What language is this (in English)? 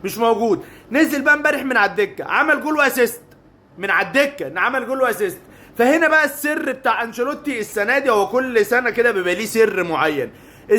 Egyptian Arabic